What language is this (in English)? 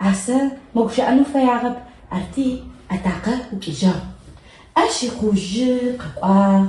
Adyghe